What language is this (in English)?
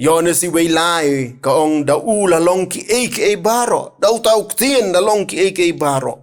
Khasi